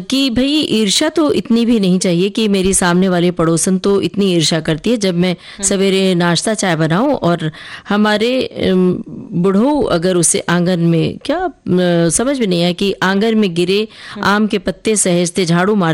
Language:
Hindi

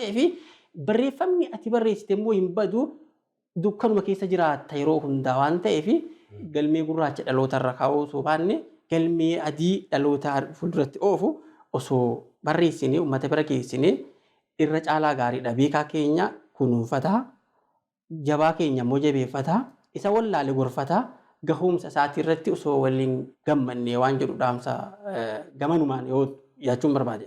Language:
Oromo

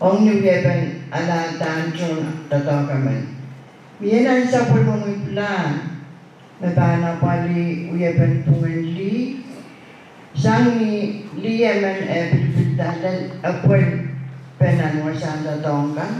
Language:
Pohnpeian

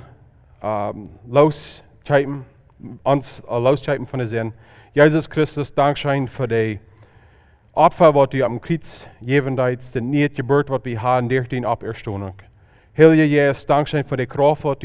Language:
Plautdietsch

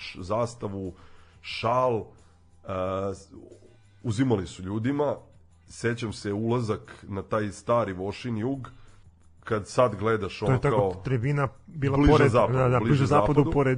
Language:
Serbian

